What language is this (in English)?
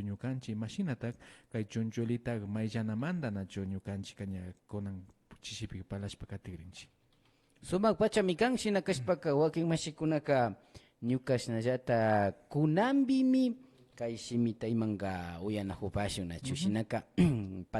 Imbabura Highland Quichua